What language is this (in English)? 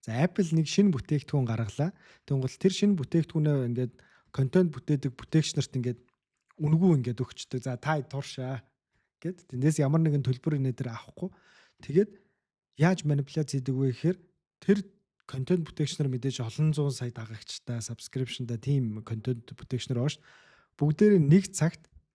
Mongolian